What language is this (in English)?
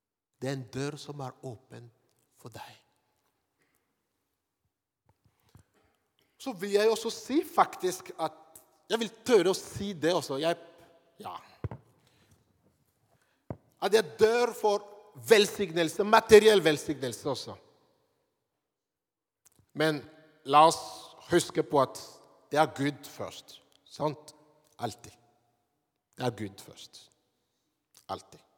Norwegian